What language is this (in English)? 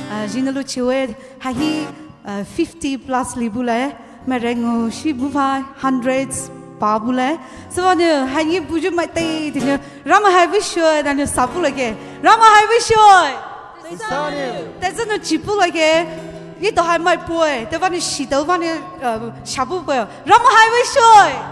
Poumei Naga